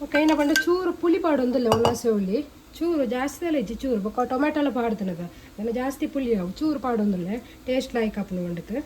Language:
Tulu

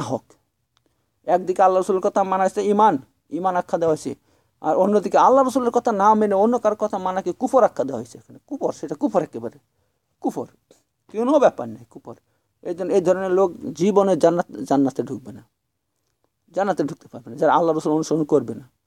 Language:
Bangla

